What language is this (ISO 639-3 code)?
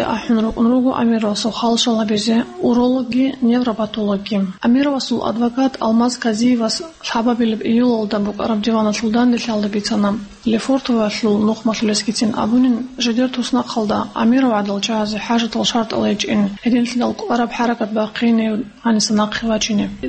ava